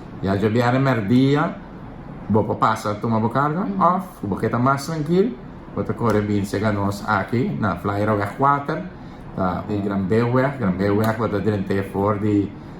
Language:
Papiamento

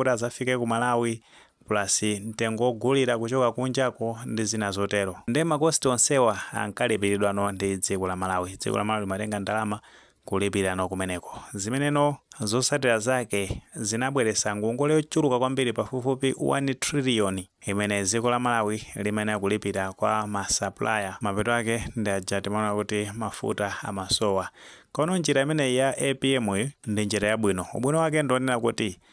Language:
Nyanja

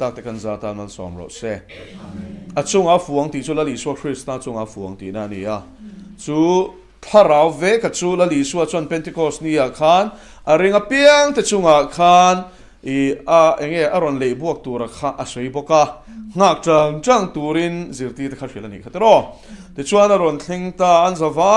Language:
Mizo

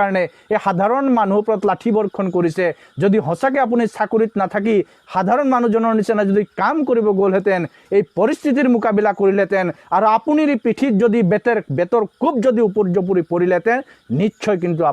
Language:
Assamese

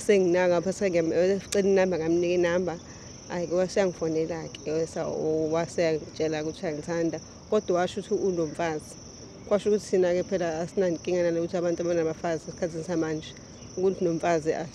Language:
Zulu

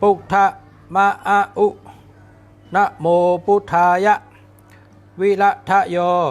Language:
Shan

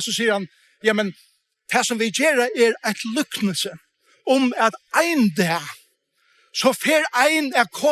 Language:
Faroese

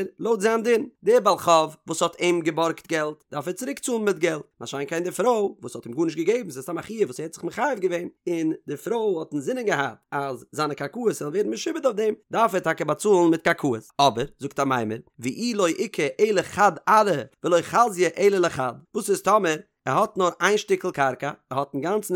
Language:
Yiddish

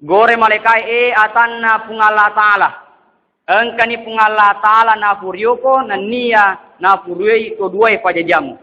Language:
Buginese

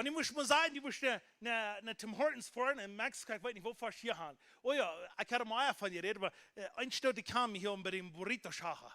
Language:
Plautdietsch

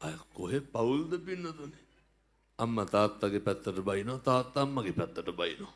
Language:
Sinhala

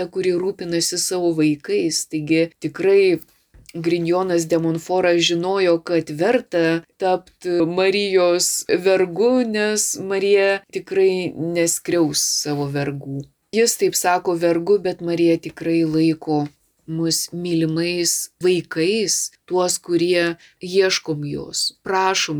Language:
Lithuanian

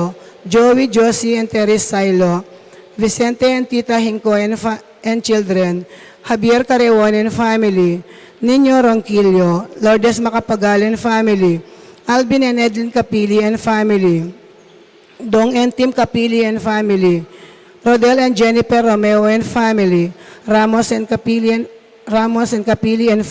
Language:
Pampanga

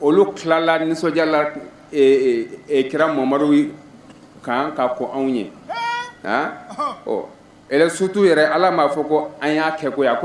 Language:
Bambara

